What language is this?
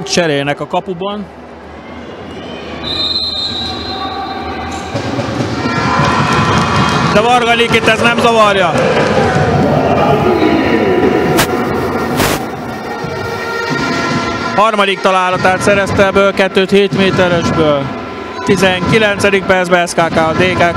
Hungarian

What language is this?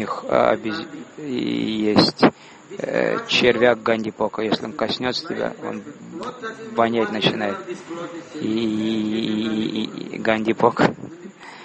Russian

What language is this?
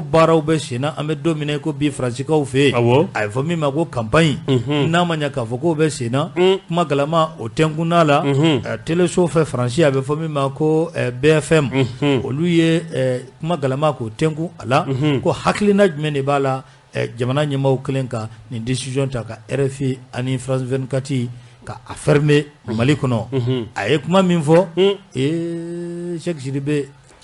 Bambara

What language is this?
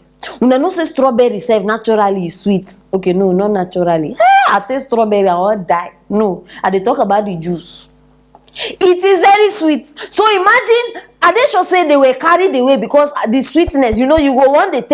Nigerian Pidgin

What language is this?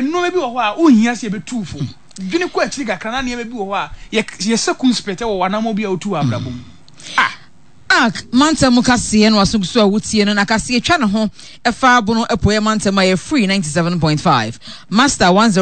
Akan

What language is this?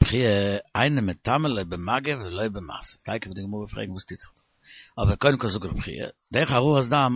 Yiddish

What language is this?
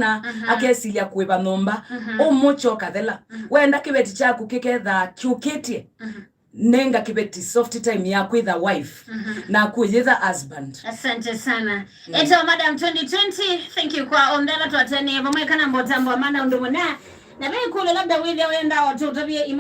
Kamba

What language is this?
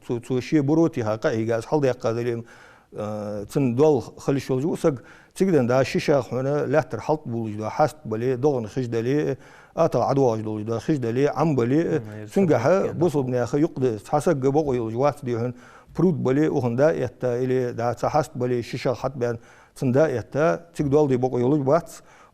Ingush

